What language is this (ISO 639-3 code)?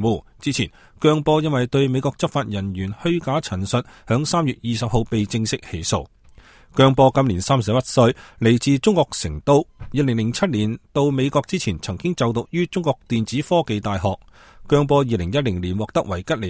yue